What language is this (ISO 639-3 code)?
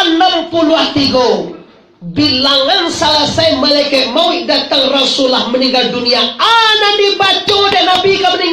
min